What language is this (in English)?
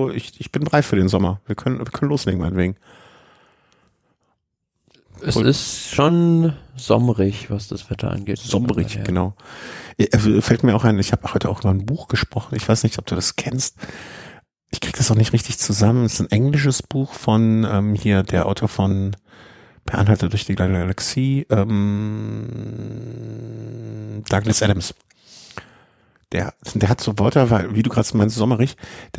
German